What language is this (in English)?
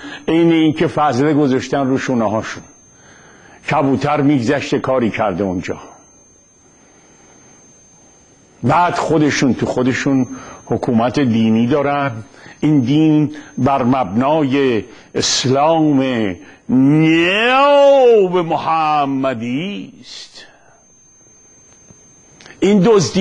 Persian